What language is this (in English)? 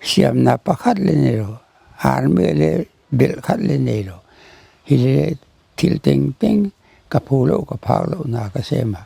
Paite Chin